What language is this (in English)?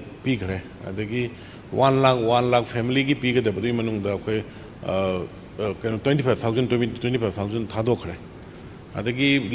Manipuri